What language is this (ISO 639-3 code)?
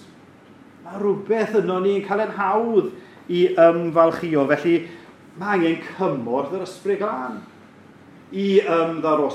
cym